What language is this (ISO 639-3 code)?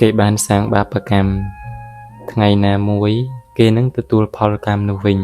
khm